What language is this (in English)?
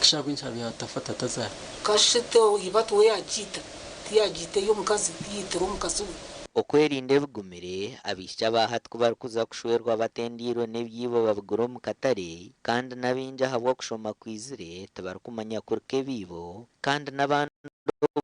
Nyankole